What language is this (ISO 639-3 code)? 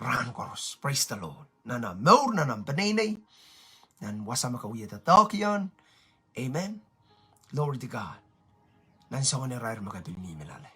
pon